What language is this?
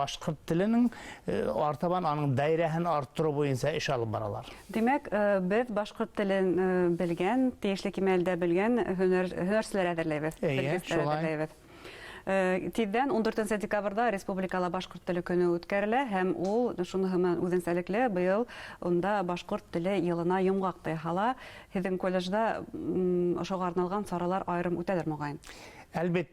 Bashkir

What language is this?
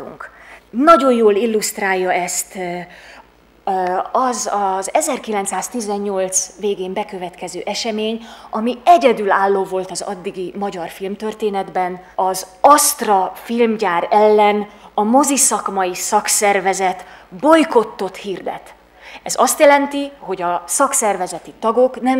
Hungarian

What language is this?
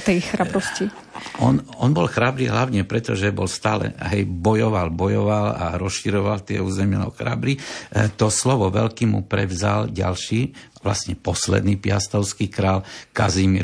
Slovak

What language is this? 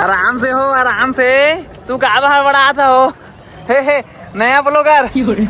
Chhattisgarhi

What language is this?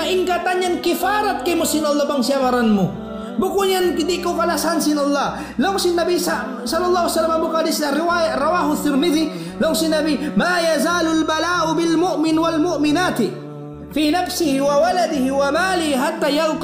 Tausug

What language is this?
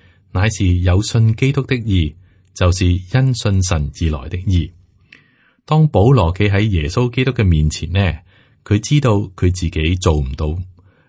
Cantonese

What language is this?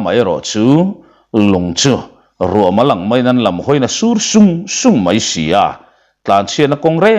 Mizo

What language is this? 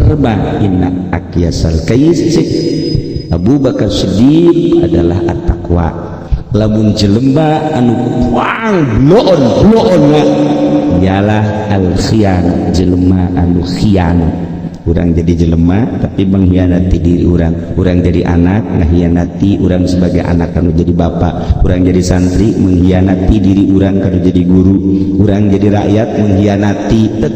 Sundanese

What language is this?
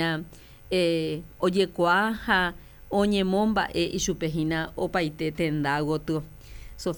Guarani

